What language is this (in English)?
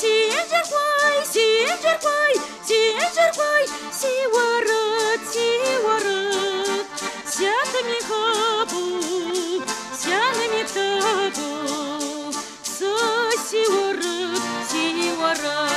Adyghe